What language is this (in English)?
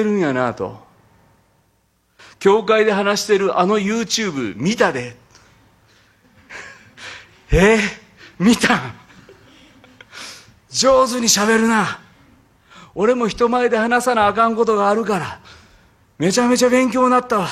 Japanese